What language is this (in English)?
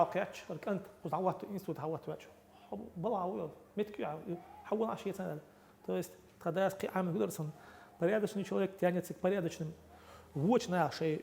Chechen